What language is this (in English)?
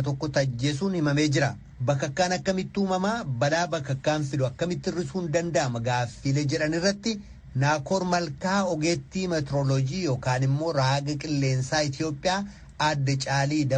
Oromo